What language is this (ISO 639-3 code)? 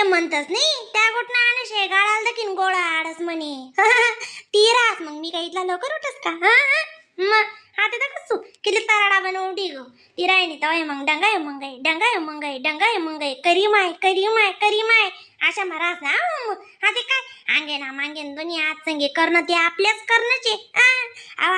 khn